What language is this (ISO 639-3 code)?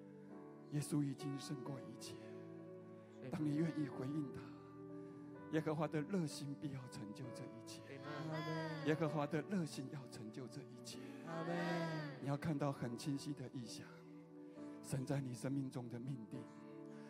zho